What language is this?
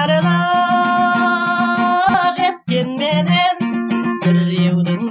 Kazakh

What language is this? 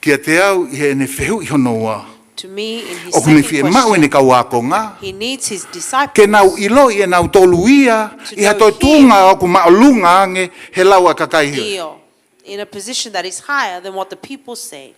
Tongan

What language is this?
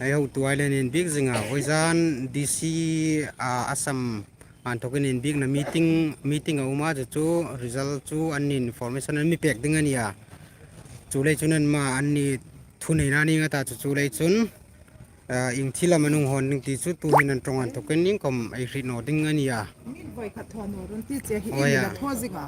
Hmar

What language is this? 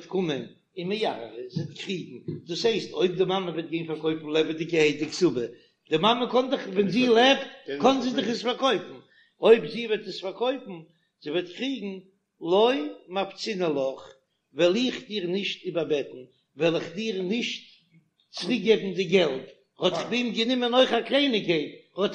Yiddish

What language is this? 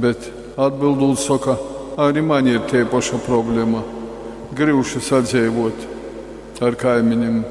Latgalian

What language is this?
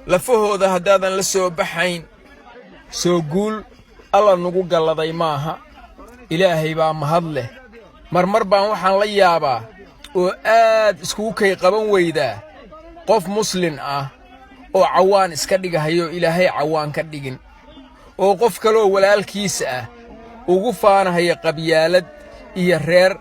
Somali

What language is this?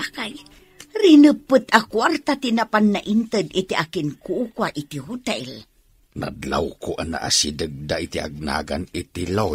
Iloko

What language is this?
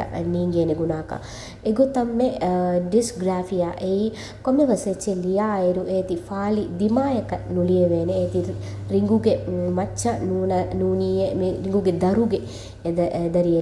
Divehi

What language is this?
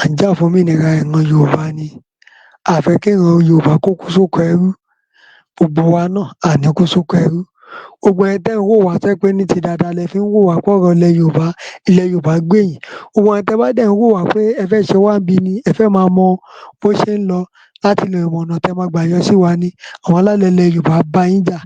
Yoruba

